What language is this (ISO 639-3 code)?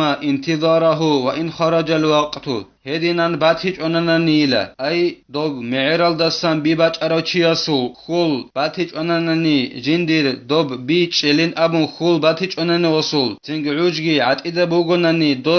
ava